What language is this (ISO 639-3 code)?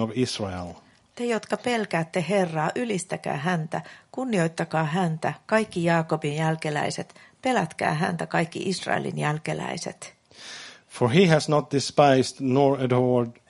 fin